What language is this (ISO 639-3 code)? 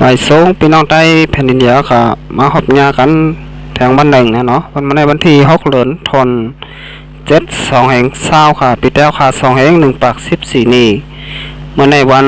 shn